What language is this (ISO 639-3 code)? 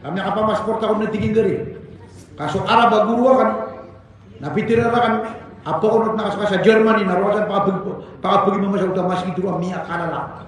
mrw